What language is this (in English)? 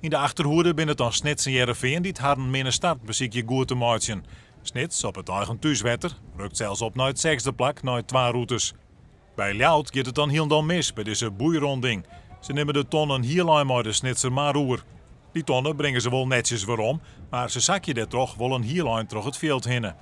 Western Frisian